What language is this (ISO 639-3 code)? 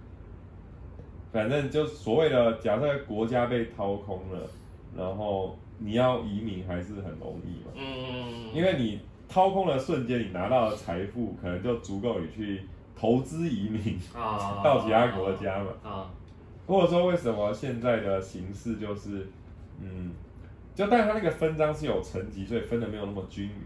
zho